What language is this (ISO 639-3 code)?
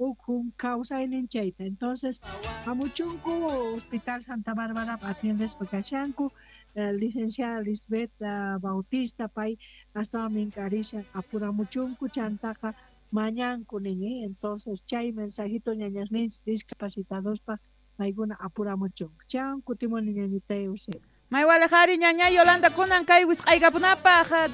quh